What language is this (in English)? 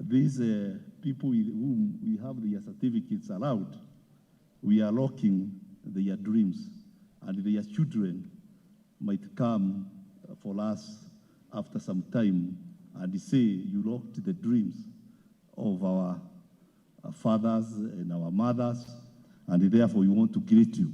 Kamba